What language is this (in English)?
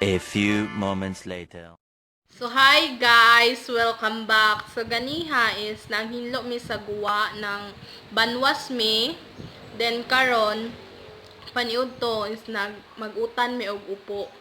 Cebuano